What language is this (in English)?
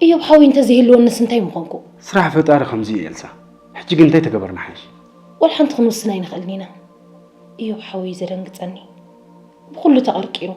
Tigrinya